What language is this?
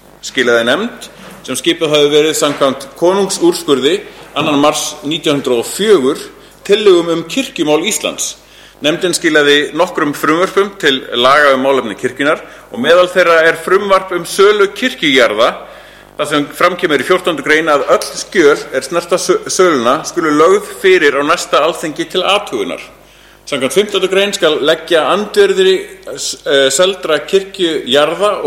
Icelandic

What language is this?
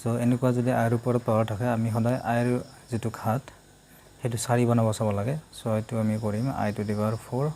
Assamese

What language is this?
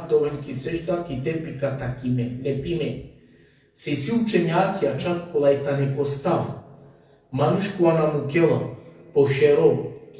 Balkan Romani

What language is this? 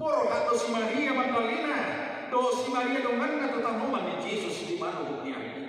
Batak Toba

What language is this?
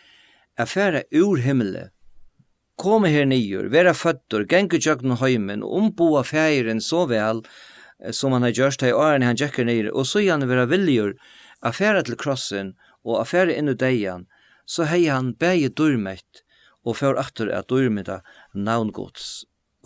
Faroese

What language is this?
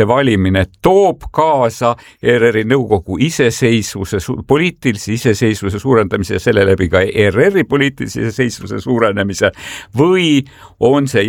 Estonian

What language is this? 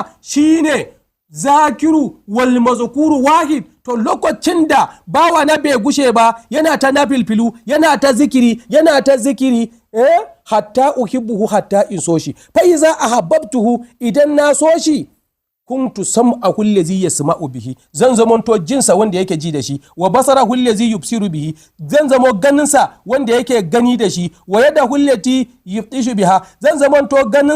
Hausa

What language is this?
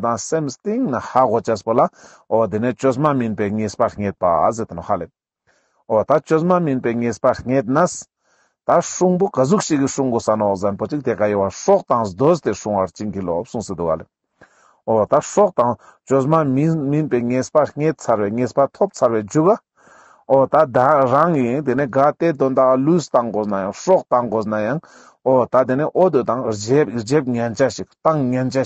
Ladakhi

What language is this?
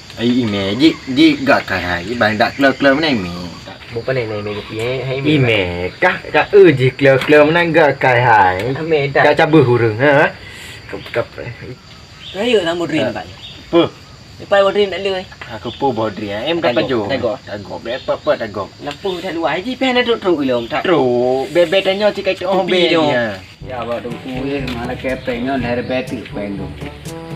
Achinese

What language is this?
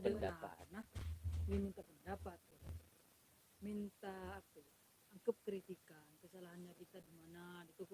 Madurese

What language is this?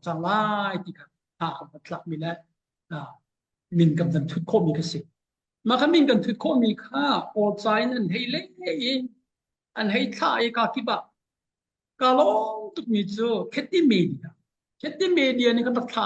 Hakha Chin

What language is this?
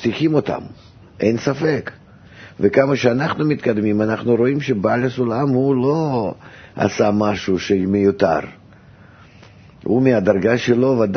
Hebrew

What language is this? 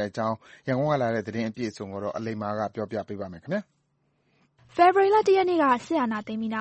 Burmese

